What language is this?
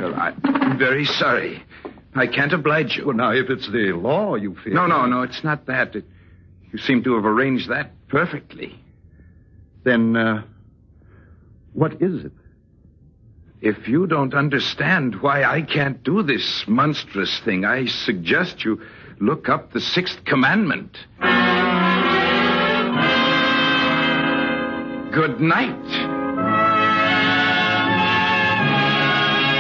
English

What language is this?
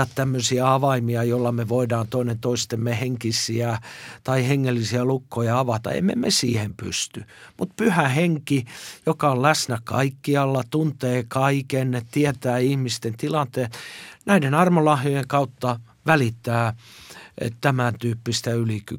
Finnish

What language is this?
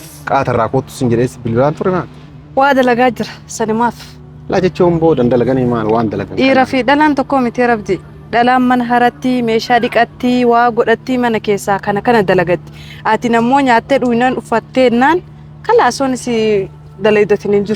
Oromo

